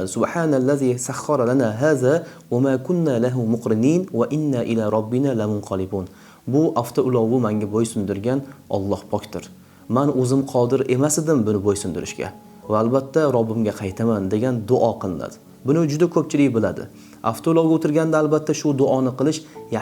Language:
Uzbek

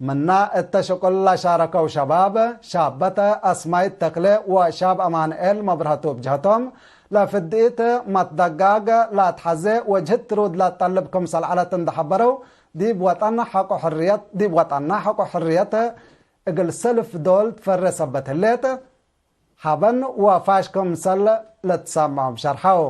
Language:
Tigre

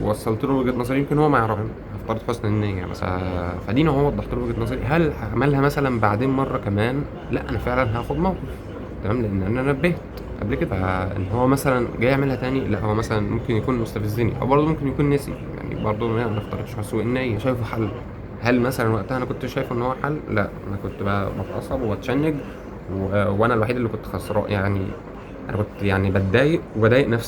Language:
Egyptian Arabic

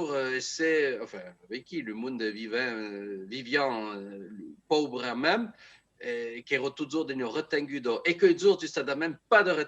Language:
Occitan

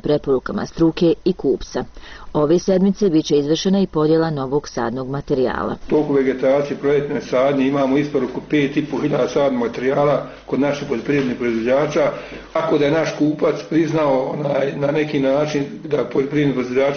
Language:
Bosnian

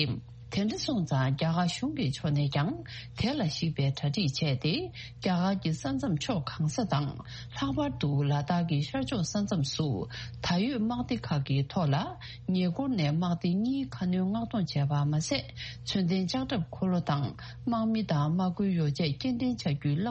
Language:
Tibetan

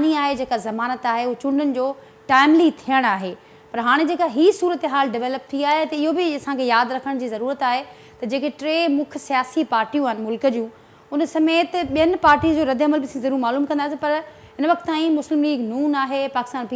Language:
Sindhi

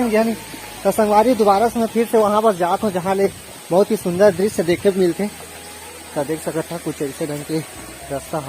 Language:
Chhattisgarhi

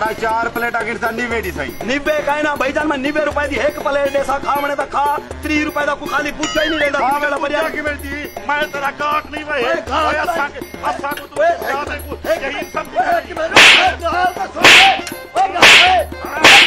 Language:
Saraiki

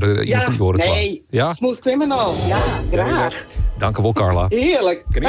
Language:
Western Frisian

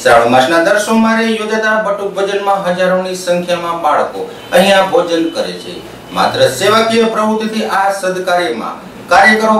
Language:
Gujarati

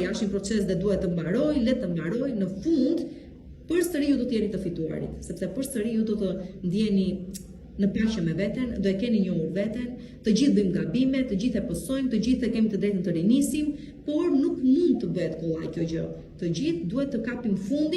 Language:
Albanian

